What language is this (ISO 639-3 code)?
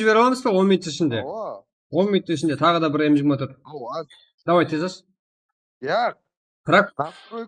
kaa